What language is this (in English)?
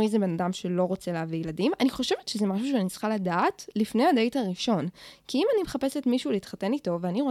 Hebrew